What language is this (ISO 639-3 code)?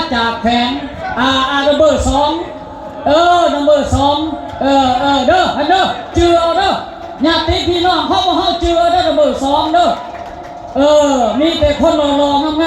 lao